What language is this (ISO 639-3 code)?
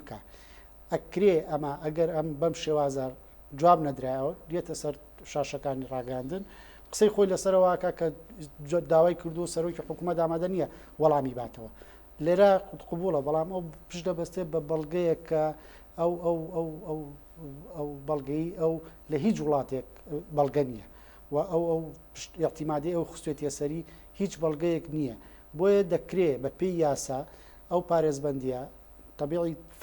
ckb